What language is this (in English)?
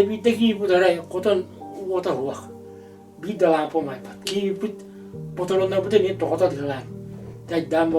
Yakut